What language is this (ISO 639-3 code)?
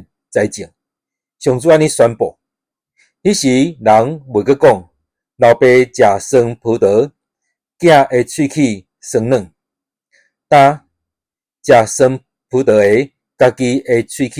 nan